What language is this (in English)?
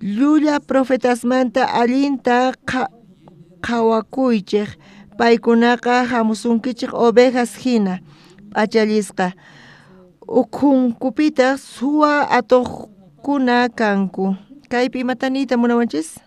South Bolivian Quechua